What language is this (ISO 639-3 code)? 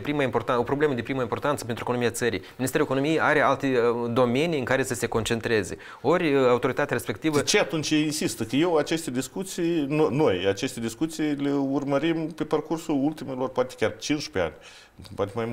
ron